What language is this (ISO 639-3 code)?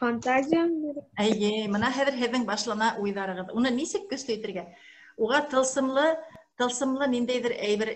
bak